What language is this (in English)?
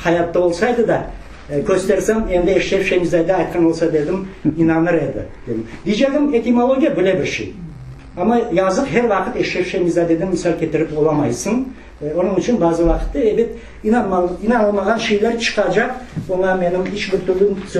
Crimean Tatar